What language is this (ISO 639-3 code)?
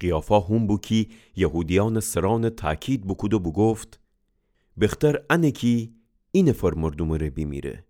glk